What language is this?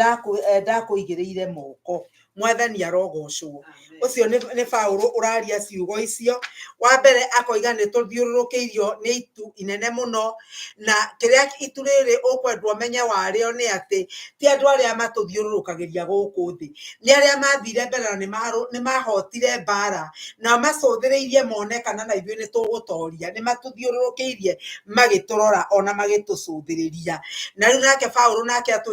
Kikuyu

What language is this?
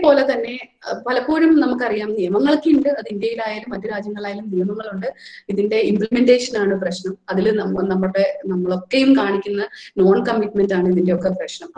Malayalam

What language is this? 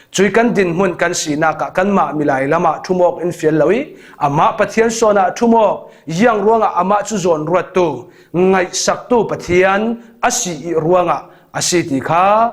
Falam Chin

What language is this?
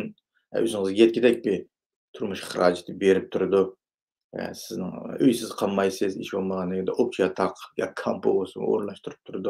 Uyghur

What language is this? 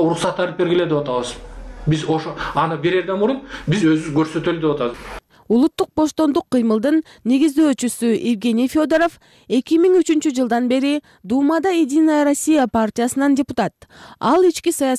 Kyrgyz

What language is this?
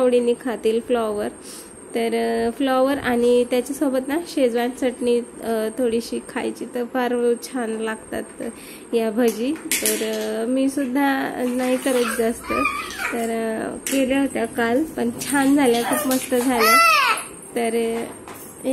Marathi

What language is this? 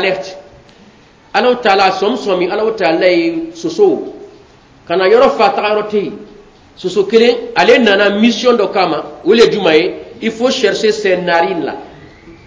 Bambara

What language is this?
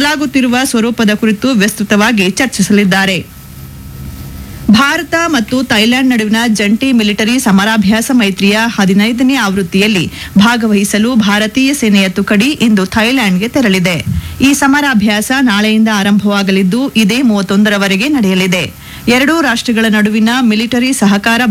Kannada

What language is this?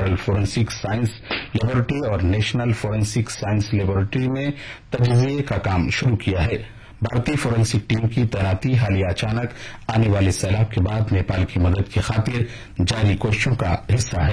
Urdu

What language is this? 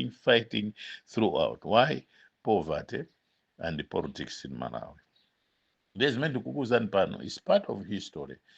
Nyanja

